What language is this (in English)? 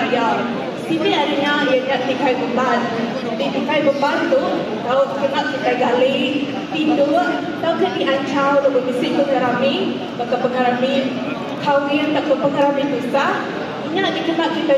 Iban